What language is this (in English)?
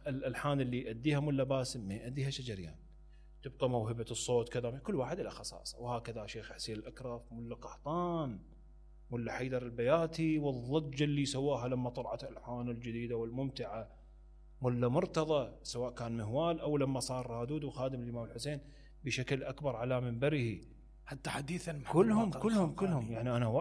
Mesopotamian Arabic